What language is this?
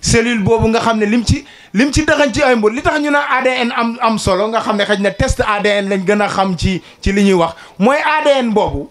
Wolof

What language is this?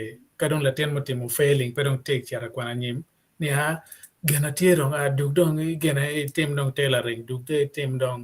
Acoli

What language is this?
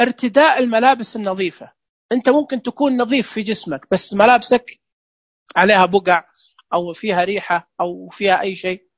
Najdi Arabic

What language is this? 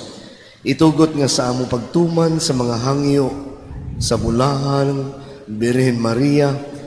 Cebuano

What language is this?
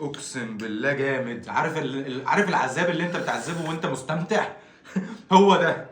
Egyptian Arabic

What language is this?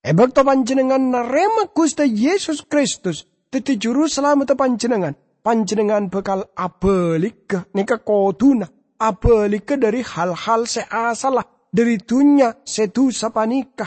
Madurese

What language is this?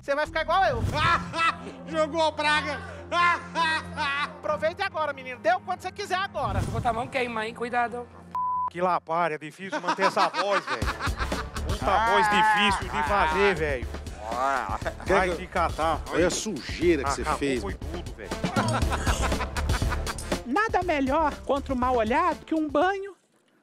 Portuguese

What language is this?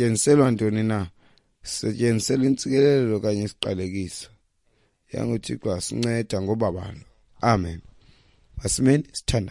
Xhosa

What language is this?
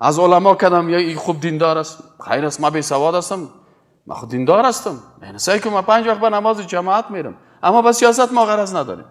Persian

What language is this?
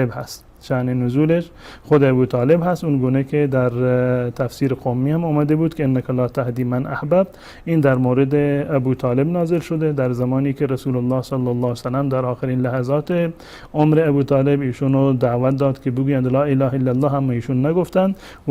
Persian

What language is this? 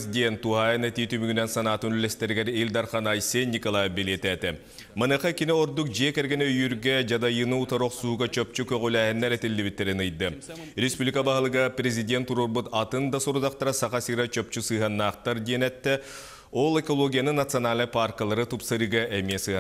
Yakut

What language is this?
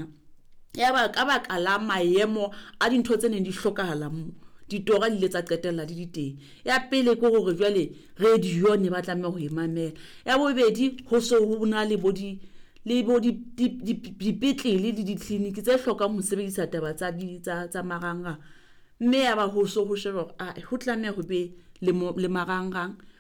Southern Sotho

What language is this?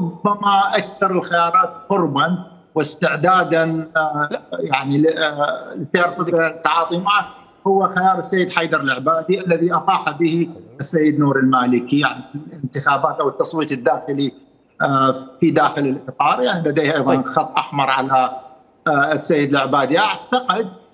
Mesopotamian Arabic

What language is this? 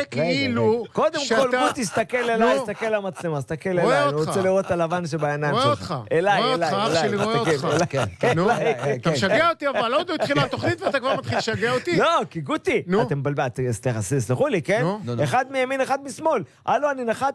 Hebrew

